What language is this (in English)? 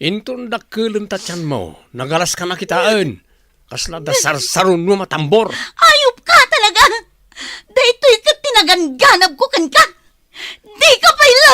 Iloko